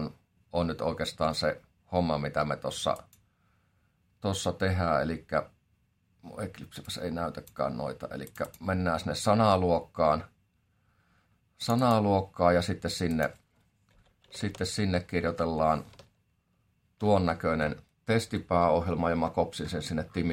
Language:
Finnish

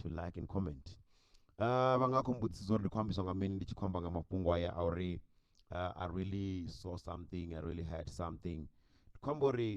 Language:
Venda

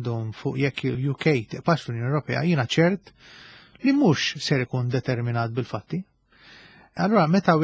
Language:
Maltese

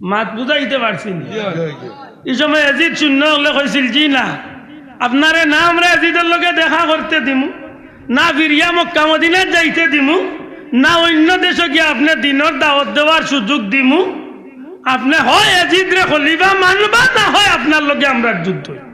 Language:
Sylheti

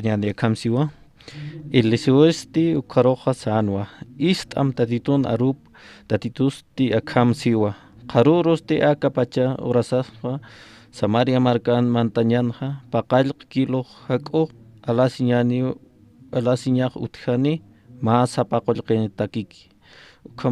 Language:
Aymara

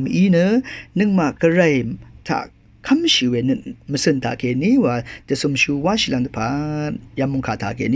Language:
Rawang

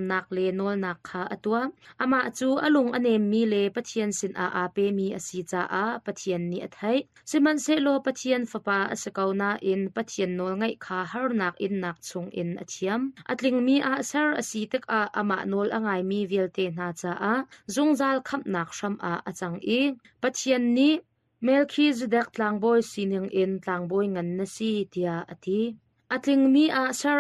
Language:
Hakha Chin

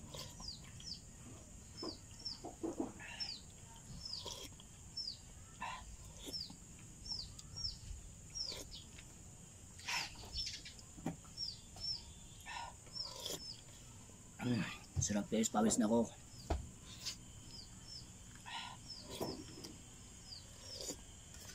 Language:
Filipino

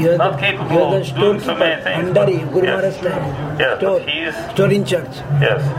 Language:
Russian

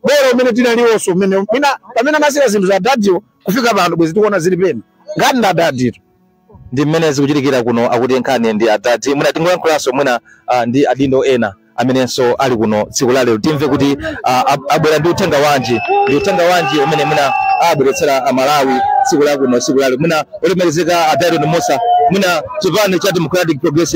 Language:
Nyanja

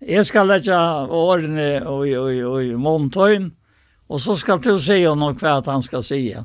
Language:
Faroese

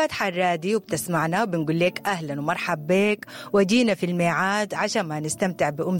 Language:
Sudanese Arabic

